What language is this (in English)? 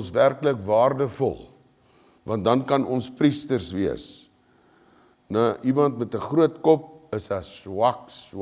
Afrikaans